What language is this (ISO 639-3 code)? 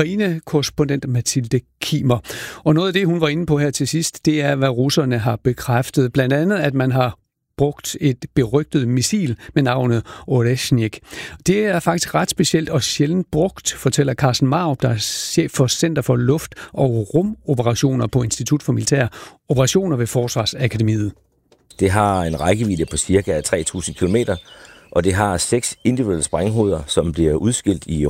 dan